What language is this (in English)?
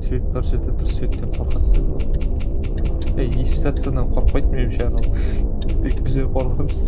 Kara-Kalpak